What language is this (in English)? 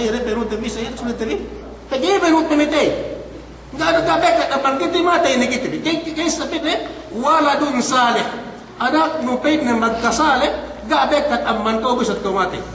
Yakan